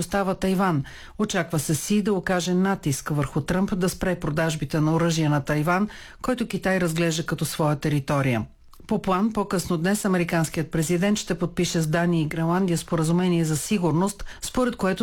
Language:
Bulgarian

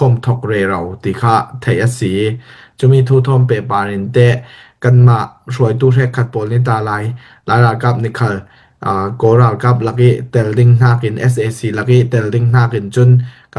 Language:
Falam Chin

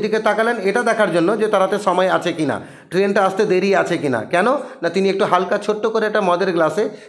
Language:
Bangla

